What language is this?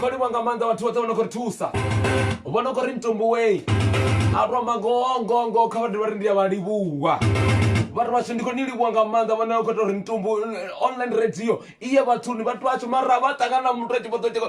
Venda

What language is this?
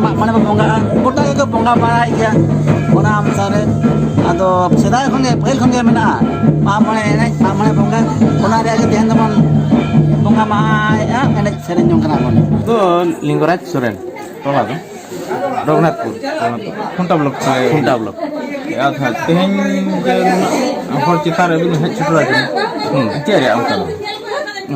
Santali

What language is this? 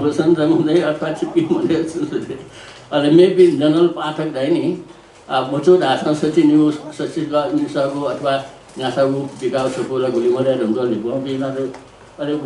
Newari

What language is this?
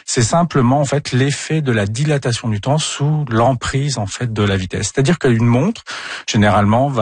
French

